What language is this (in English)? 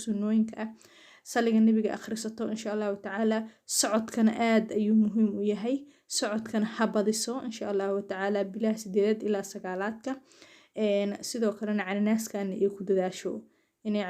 Somali